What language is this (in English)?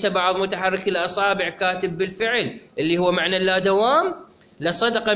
Mesopotamian Arabic